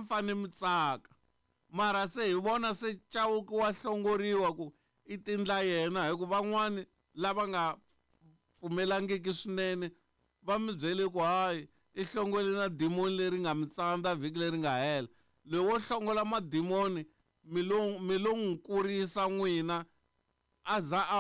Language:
Tsonga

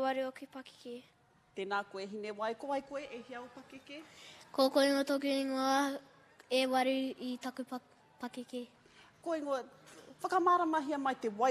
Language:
Māori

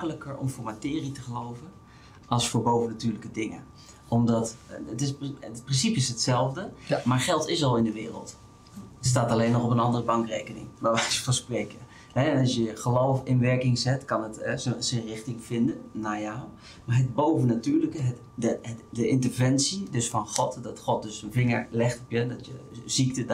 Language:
Dutch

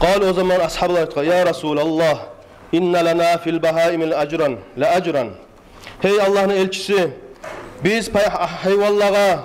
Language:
Kumyk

